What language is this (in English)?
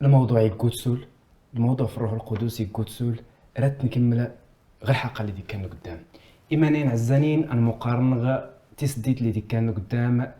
Kabyle